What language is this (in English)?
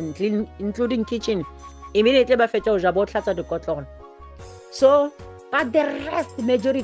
Northern Sotho